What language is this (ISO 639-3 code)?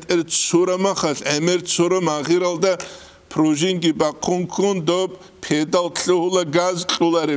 ava